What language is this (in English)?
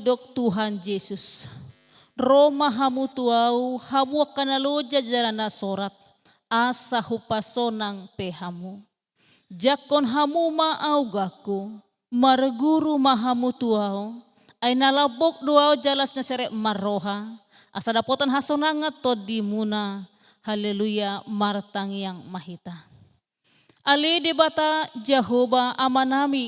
Batak Toba